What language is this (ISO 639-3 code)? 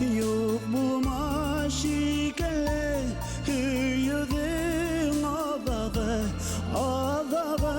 bak